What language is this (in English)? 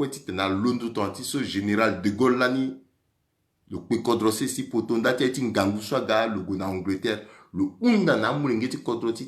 Sango